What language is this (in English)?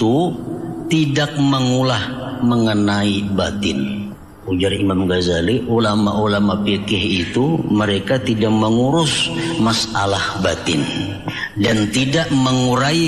Banjar